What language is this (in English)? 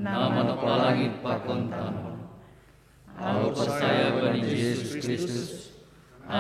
Batak Simalungun